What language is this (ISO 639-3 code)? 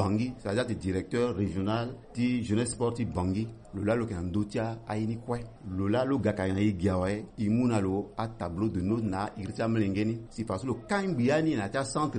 sag